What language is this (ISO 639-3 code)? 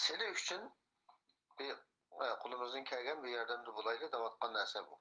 uig